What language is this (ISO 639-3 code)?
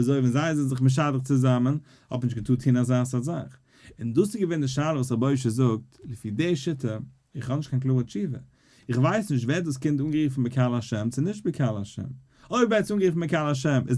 yid